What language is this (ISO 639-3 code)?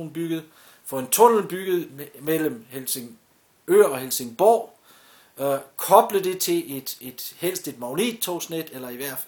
dan